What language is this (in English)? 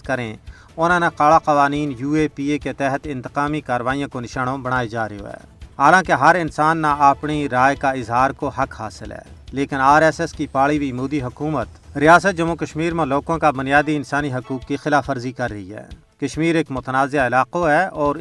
Gujari